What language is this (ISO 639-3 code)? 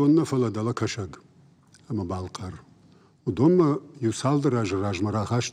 oss